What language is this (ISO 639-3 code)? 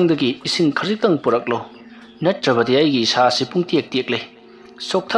mni